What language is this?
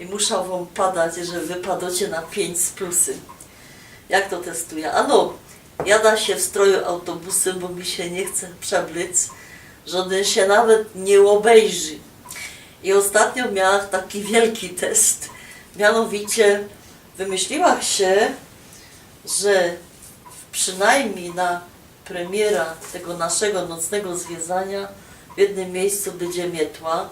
Silesian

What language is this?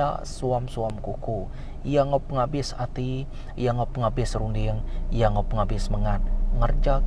Iban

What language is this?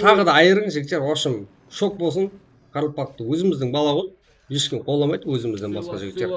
Kara-Kalpak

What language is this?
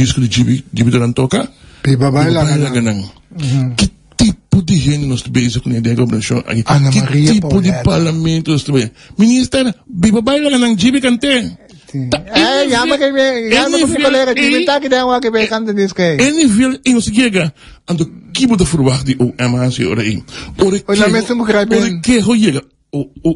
Papiamento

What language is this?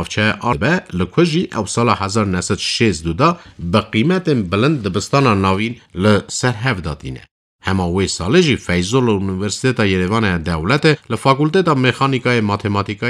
Kurdish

